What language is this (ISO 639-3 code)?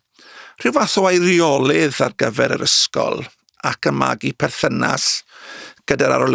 cym